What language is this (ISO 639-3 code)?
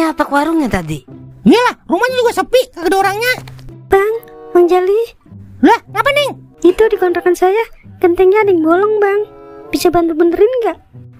bew